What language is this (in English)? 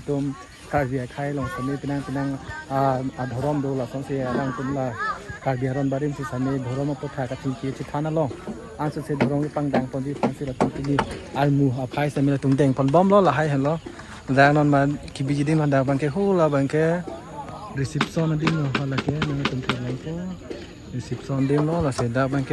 Karbi